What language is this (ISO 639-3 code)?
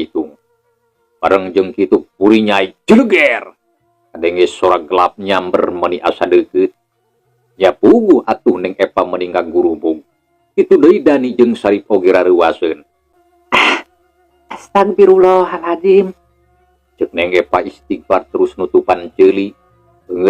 sun